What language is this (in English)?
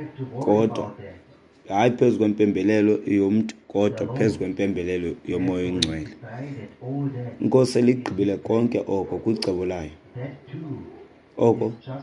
Xhosa